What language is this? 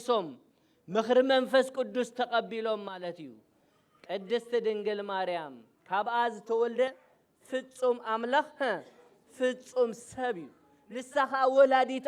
Tigrinya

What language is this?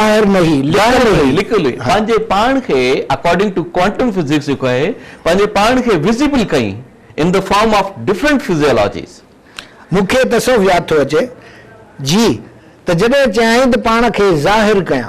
Sindhi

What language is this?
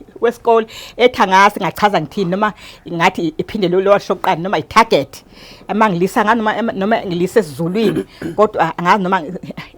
Zulu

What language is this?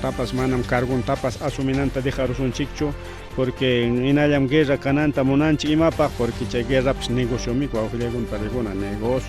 Ayacucho Quechua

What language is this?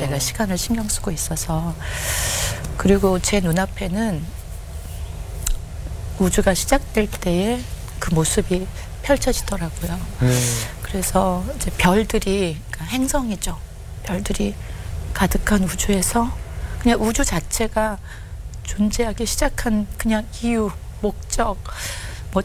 Korean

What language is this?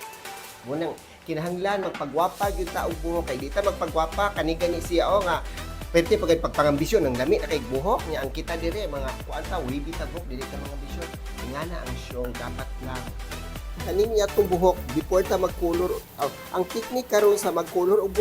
Cebuano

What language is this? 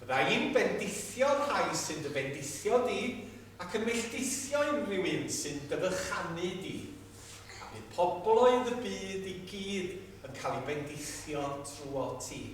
Welsh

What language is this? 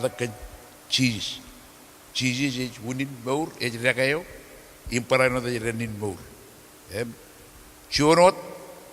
Marshallese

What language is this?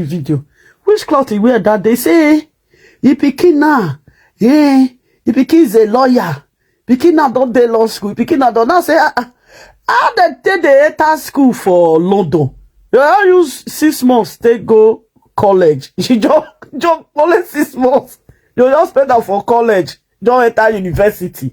Nigerian Pidgin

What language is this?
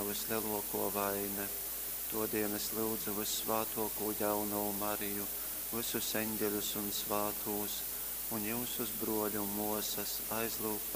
Latgalian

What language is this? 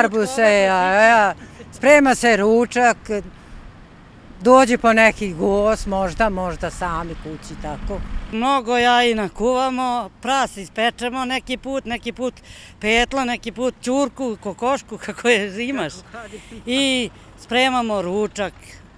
Serbian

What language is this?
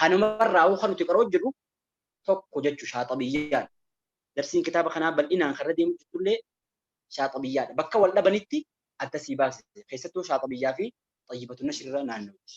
Oromo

